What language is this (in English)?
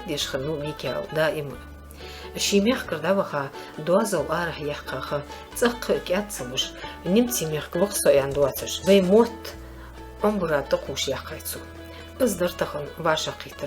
Ingush